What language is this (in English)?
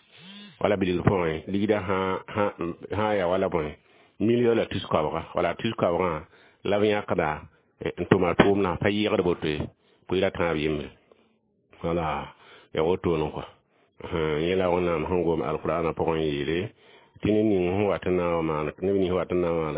Mossi